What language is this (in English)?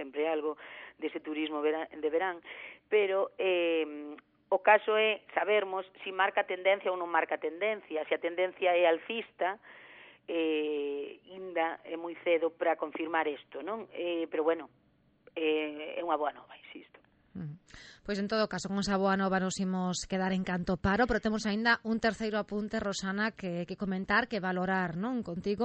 Galician